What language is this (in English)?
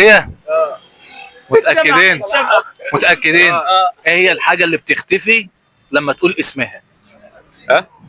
Egyptian Arabic